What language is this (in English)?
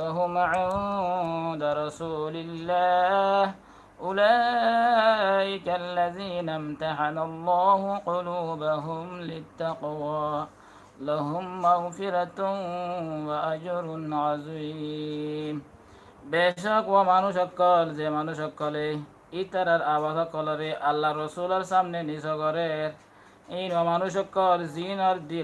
Rohingya